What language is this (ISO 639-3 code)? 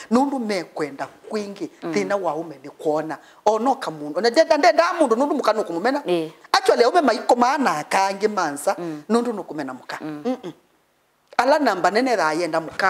kam